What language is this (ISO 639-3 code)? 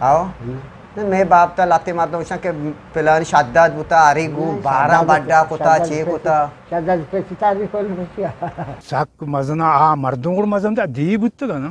bgp